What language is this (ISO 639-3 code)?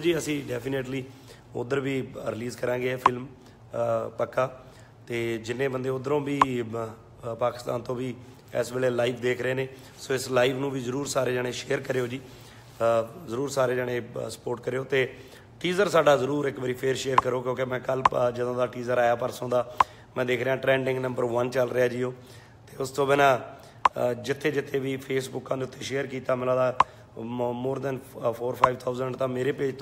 pan